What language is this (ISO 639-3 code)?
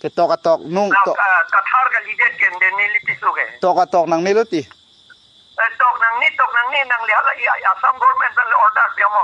mjw